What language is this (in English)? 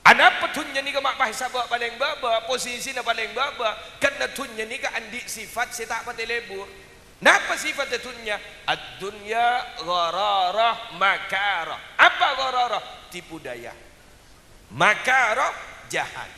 Madurese